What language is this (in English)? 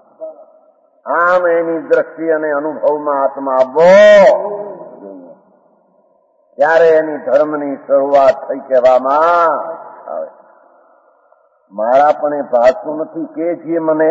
Gujarati